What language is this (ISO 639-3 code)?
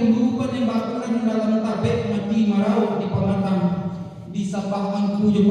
min